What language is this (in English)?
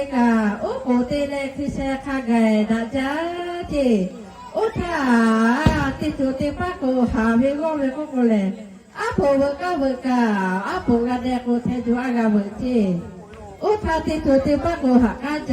Lahu